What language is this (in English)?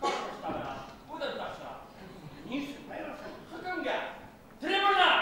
Bashkir